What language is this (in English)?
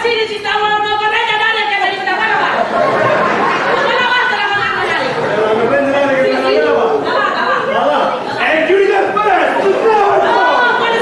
Neapolitan